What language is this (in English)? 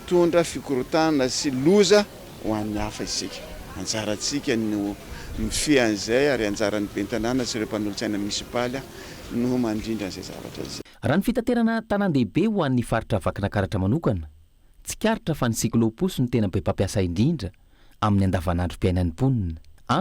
Malagasy